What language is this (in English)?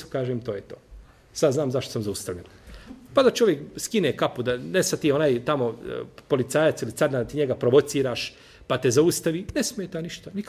Bosnian